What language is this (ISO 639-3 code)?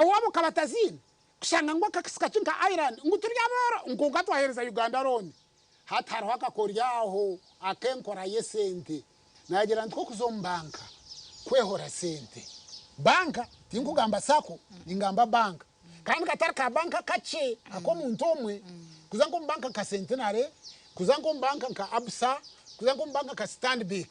nyn